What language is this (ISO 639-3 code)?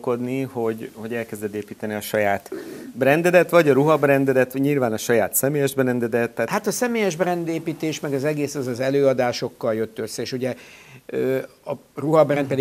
hun